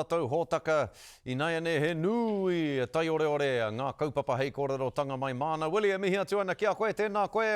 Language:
Māori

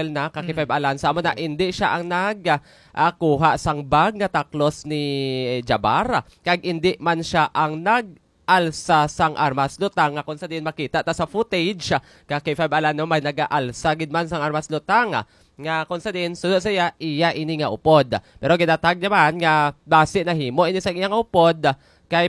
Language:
Hiligaynon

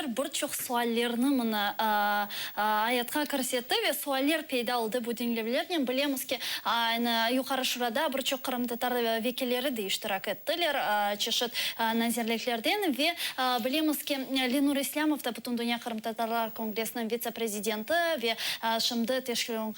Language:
Crimean Tatar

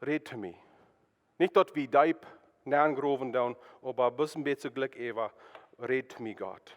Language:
Plautdietsch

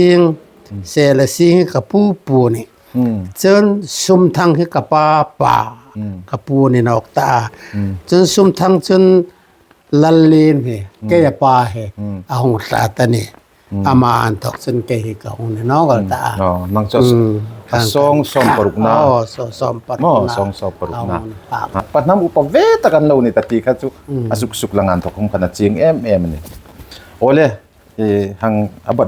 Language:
Hmar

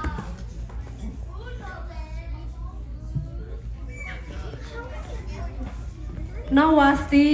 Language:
S'gaw Karen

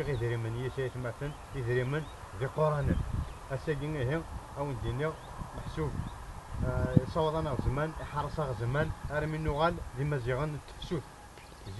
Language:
Kabyle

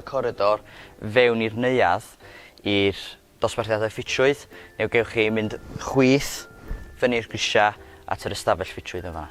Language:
Welsh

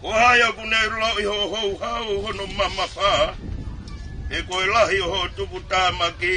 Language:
Tongan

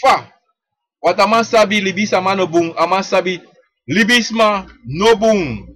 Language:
Sranan Tongo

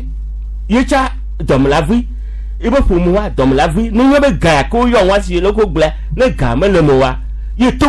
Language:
Gen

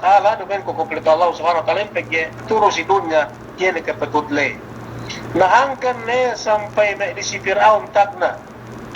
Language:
Yakan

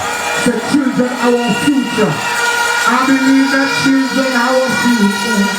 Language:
Jamaican Creole English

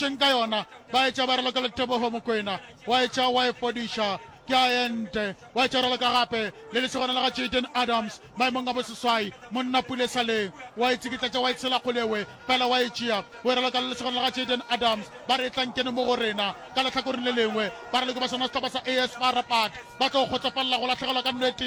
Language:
Northern Sotho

